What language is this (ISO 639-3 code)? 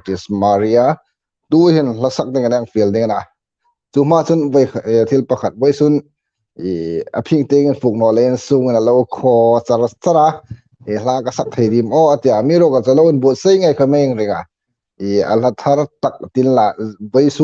hmr